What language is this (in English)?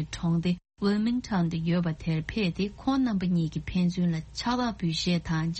Tibetan